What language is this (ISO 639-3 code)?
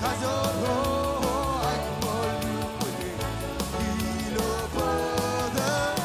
mah